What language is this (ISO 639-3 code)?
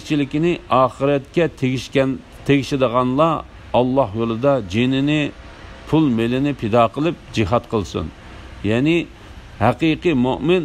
uig